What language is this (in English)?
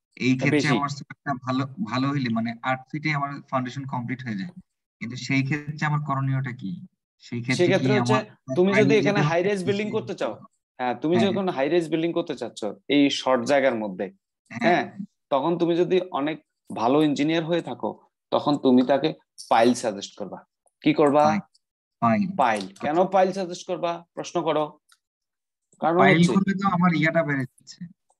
Bangla